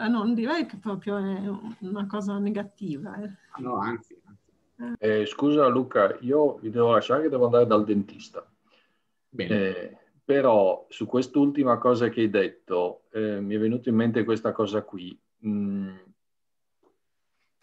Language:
Italian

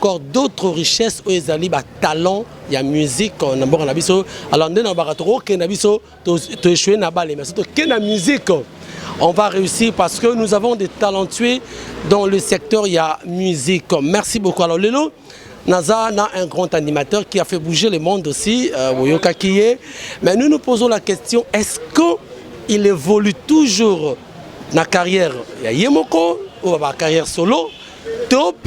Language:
Lingala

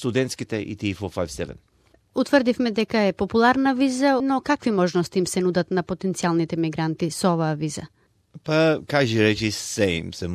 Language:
Macedonian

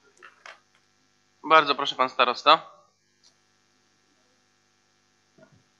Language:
Polish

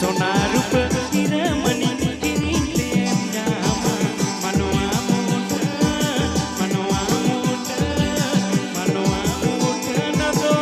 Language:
Santali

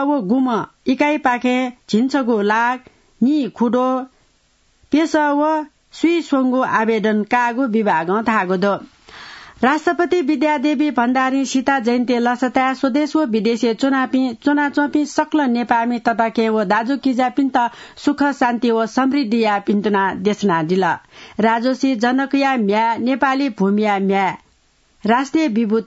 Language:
Newari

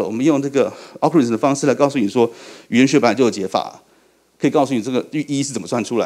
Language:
Chinese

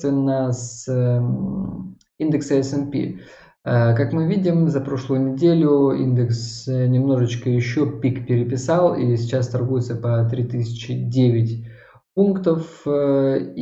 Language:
Russian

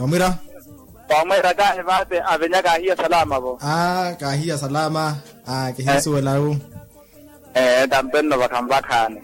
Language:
Makhuwa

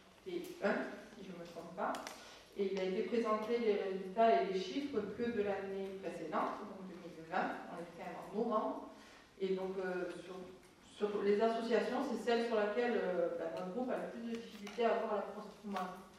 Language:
French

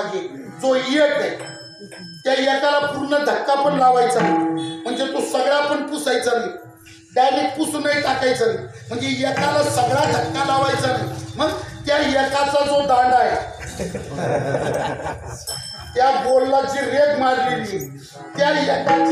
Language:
Marathi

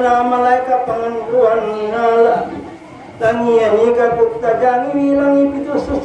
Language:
Buginese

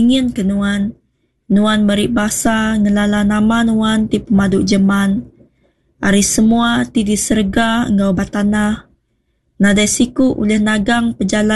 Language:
Iban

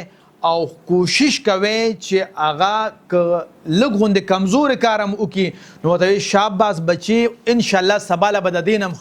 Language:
Pashto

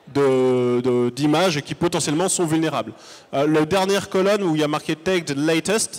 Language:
French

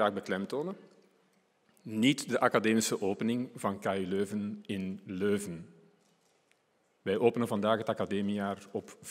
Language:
Dutch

